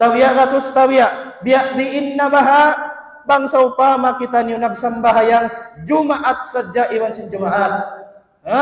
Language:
Tausug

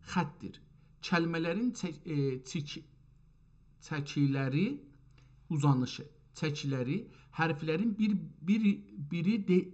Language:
South Azerbaijani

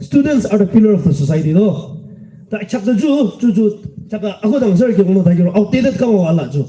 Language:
Yimchungru Naga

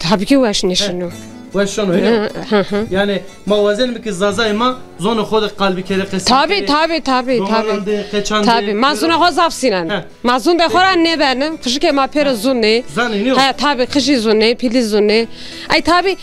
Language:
Zaza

